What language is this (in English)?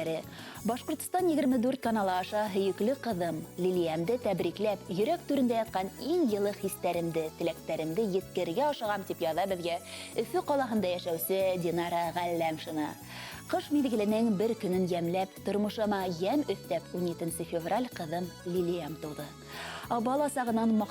Bashkir